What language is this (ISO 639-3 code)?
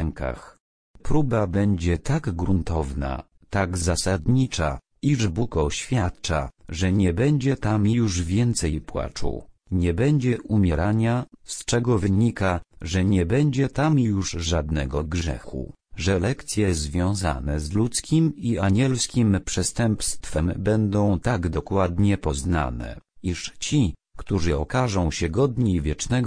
pol